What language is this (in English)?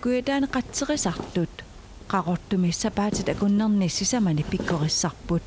Kalaallisut